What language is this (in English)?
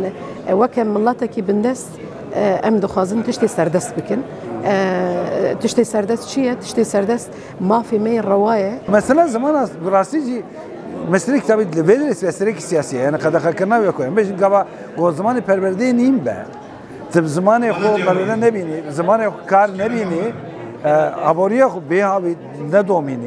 Kurdish